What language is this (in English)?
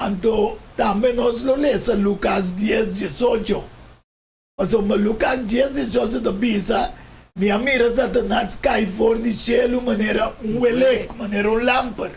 Papiamento